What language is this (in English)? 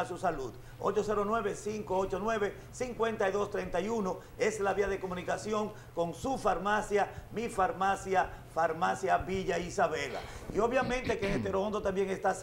Spanish